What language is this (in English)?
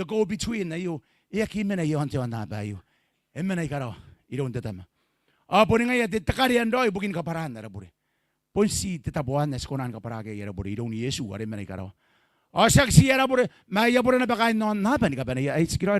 Gilbertese